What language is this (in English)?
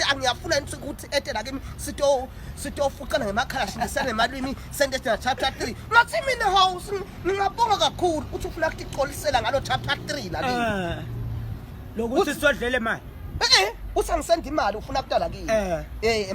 Zulu